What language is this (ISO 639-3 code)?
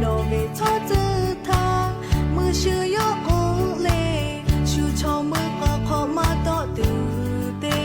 lhu